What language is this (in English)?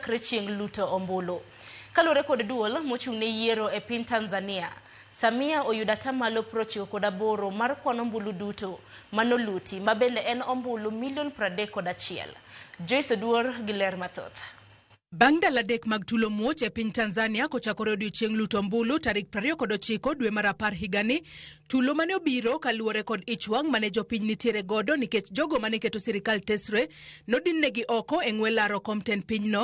Luo (Kenya and Tanzania)